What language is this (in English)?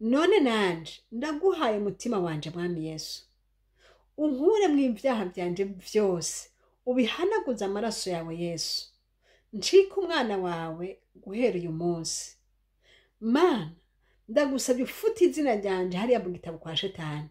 Rundi